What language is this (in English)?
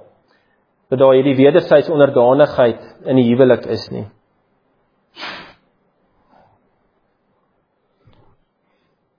Afrikaans